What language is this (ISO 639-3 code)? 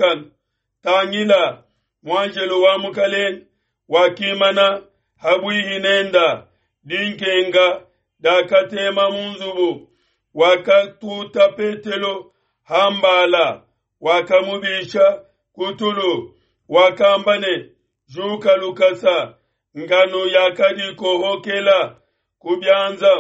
lua